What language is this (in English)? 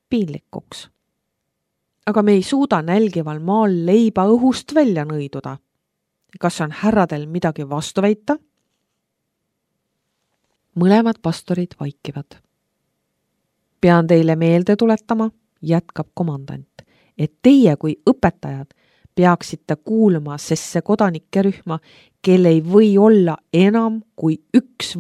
Estonian